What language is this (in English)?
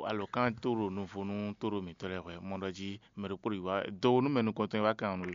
Fon